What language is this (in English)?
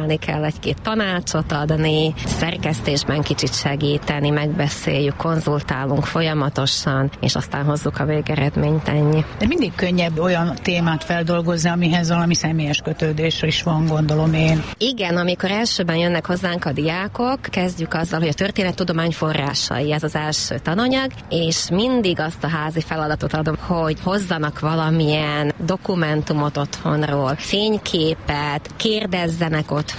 Hungarian